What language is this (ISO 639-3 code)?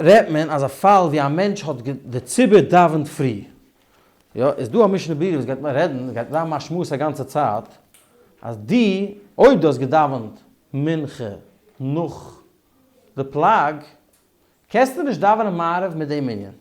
yid